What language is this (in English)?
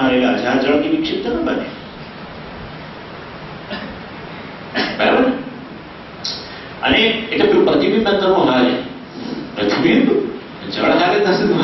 Gujarati